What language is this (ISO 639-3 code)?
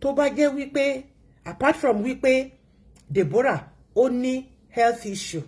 yor